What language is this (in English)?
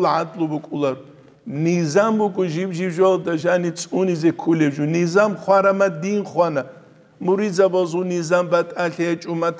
Avaric